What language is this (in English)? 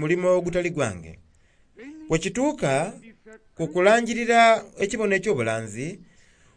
Soga